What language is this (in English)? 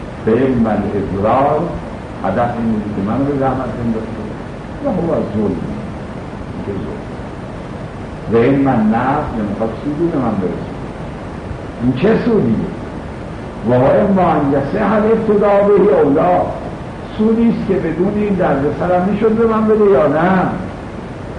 Persian